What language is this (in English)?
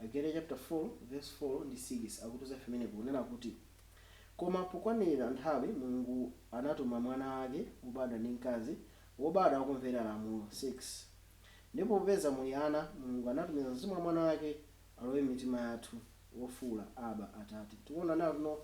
Nyanja